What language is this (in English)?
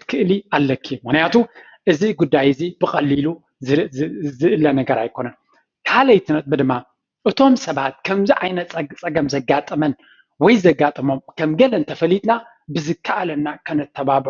Tigrinya